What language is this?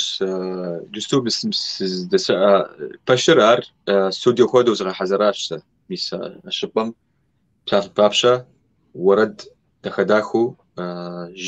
Kabardian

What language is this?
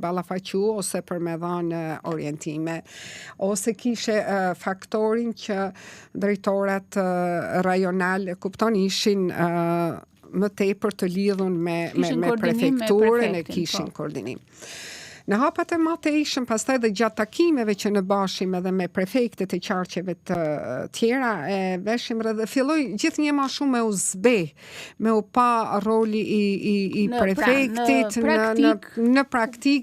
Albanian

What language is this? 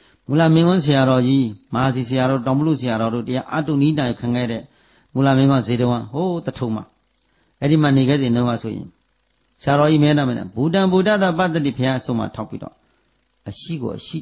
Burmese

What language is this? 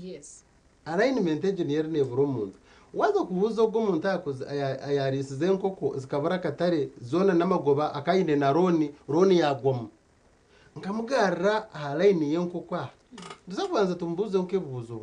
Nyankole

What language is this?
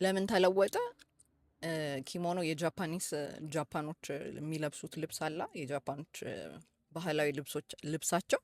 Amharic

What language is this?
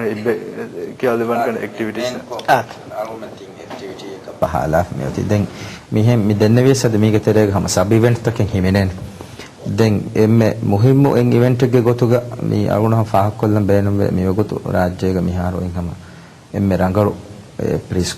Divehi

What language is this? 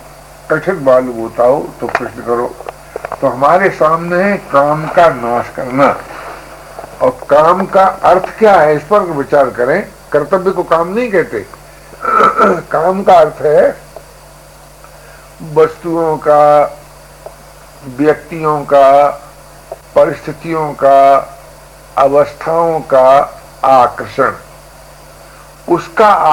Hindi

